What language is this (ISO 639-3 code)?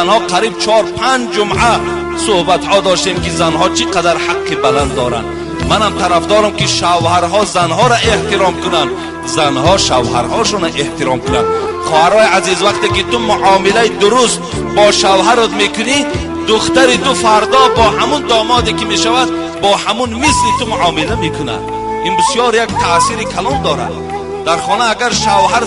tgk